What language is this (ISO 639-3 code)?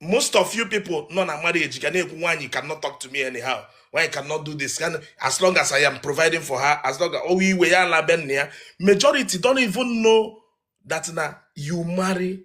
ibo